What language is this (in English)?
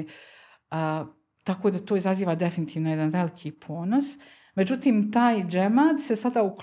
Bosnian